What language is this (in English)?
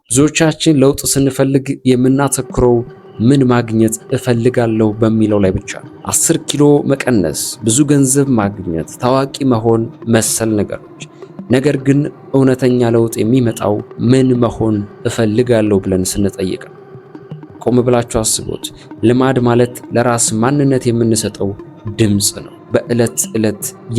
Amharic